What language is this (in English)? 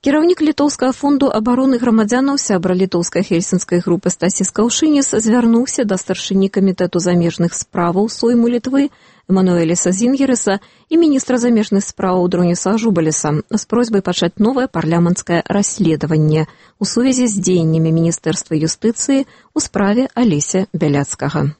Belarusian